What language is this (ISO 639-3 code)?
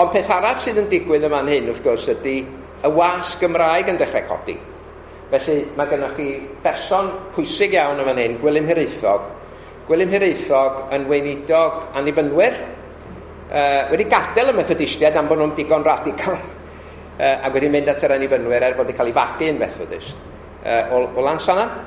cym